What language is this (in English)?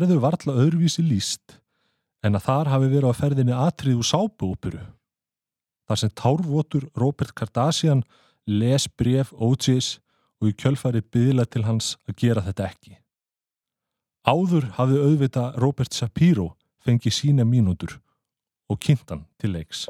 Icelandic